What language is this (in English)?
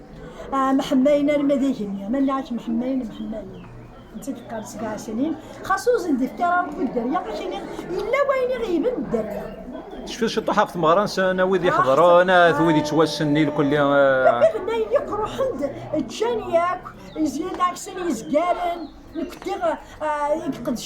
Kabyle